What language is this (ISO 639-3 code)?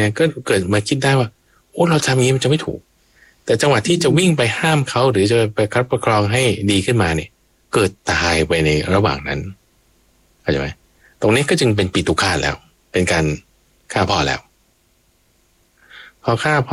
tha